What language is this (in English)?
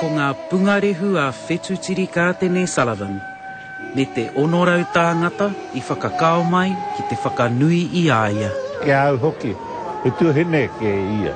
Māori